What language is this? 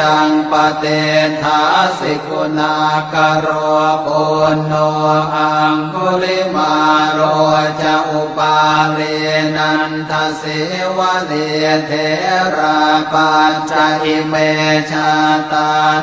Pali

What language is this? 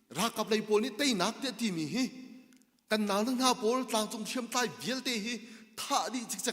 Hakha Chin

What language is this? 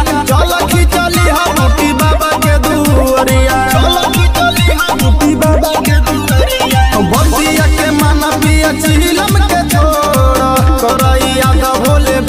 Bhojpuri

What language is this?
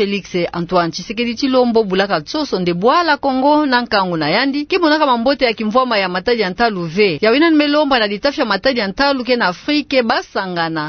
Kituba (Democratic Republic of Congo)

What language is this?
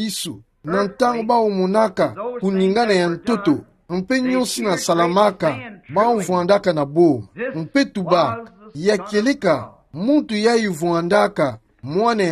Kituba (Democratic Republic of Congo)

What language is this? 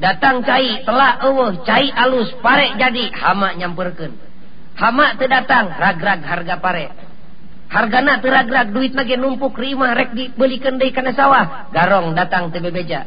Sundanese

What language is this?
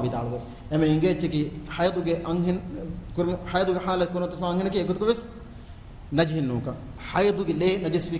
Divehi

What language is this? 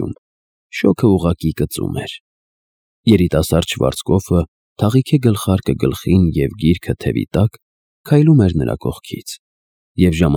Armenian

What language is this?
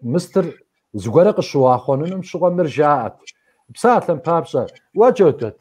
Kabardian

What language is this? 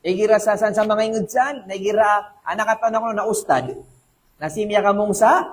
Maranao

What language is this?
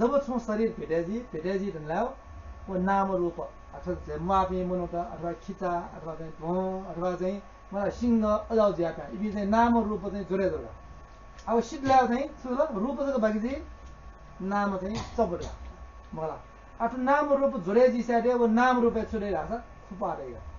Newari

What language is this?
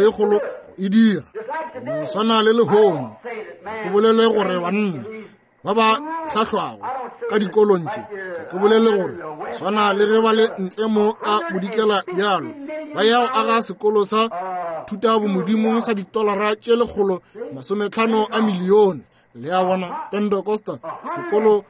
Northern Sotho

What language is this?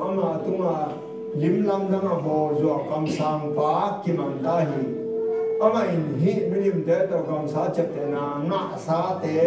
Tedim Chin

